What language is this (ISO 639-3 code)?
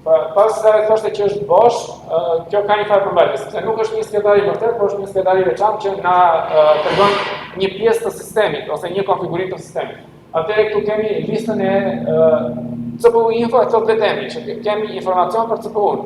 sqi